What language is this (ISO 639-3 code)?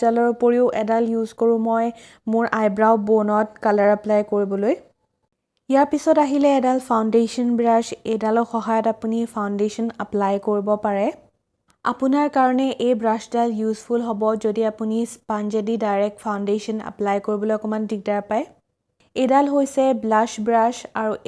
asm